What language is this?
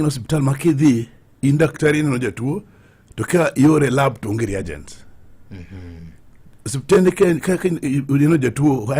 Luo (Kenya and Tanzania)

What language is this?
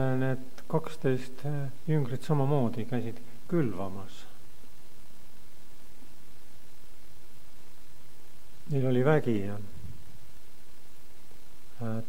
Estonian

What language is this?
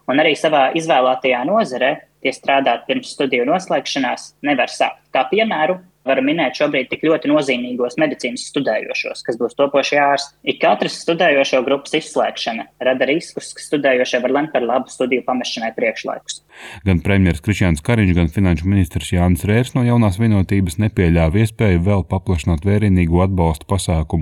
Latvian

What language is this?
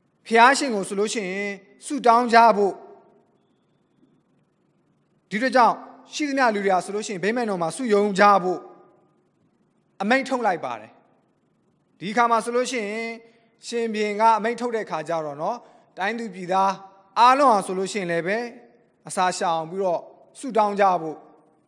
Burmese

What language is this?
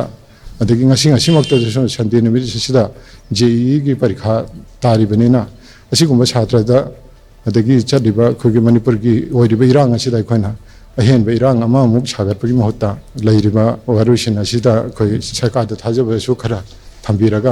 Manipuri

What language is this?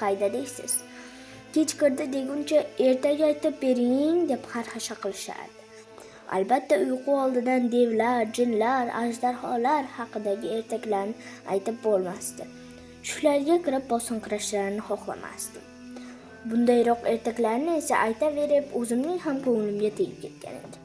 Uzbek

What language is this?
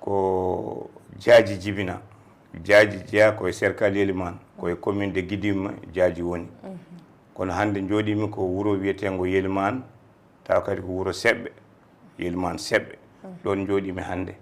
Fula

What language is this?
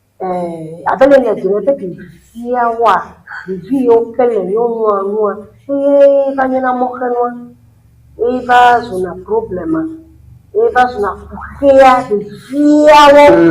Ewe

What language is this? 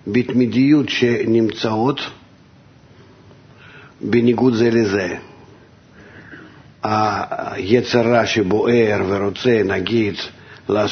Hebrew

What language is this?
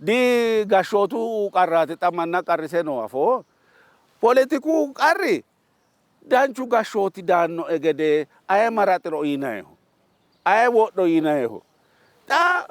Sidamo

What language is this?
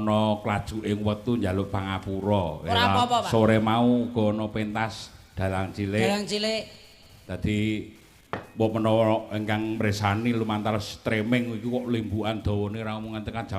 Javanese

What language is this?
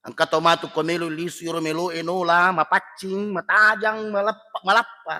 Buginese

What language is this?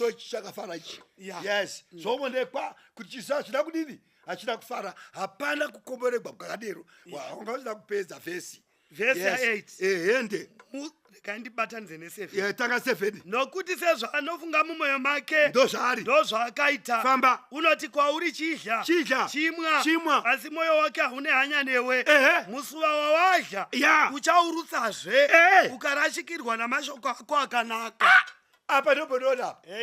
Shona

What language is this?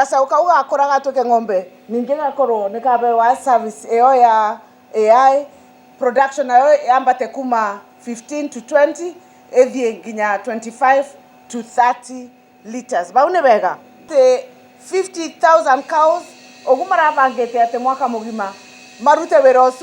Kikuyu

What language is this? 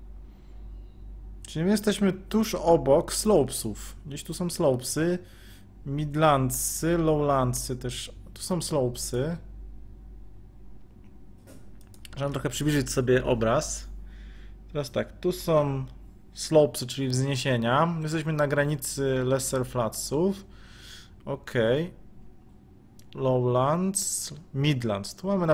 Polish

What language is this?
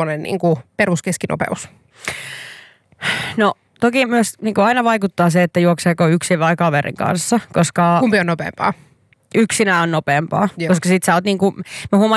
Finnish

